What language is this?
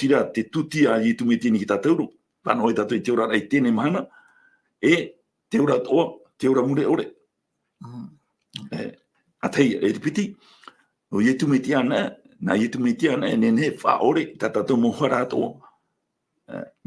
Tahitian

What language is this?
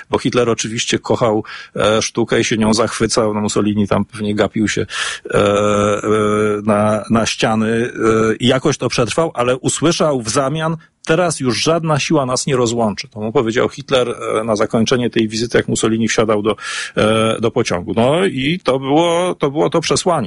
Polish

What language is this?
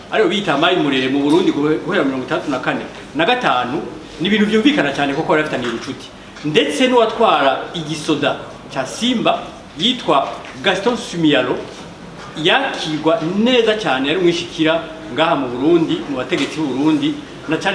Rundi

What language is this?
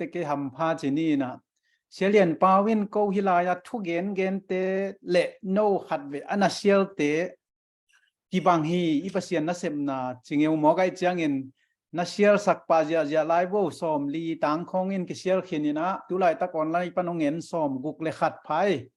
Tedim Chin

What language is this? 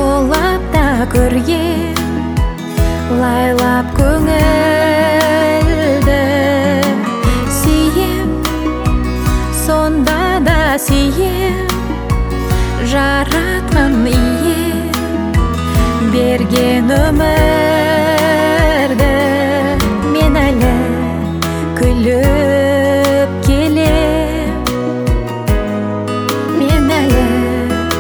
Kazakh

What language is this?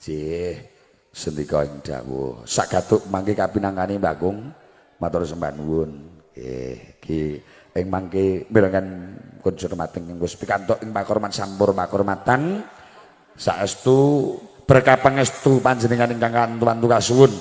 Javanese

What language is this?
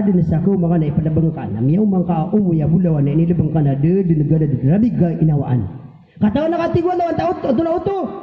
Maranao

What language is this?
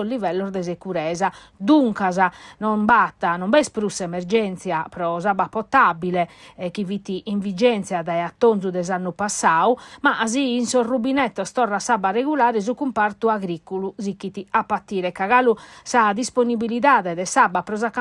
Sardinian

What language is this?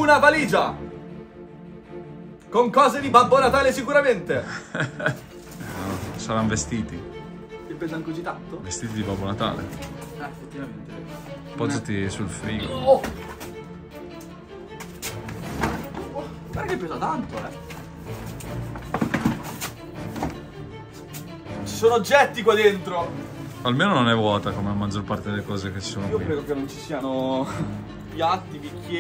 Italian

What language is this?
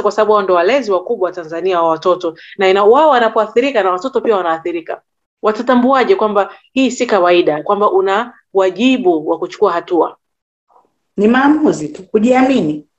Swahili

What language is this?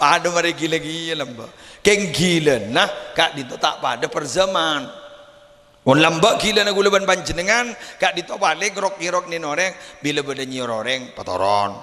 Madurese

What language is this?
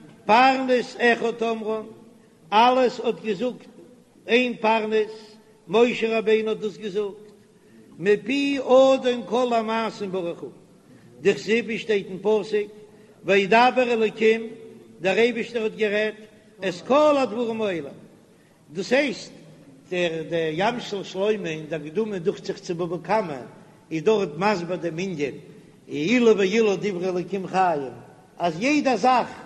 Yiddish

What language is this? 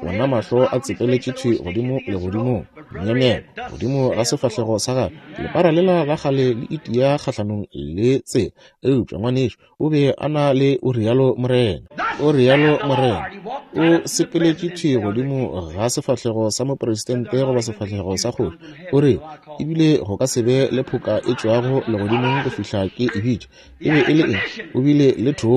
Northern Sotho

